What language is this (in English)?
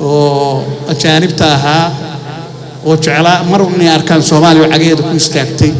Somali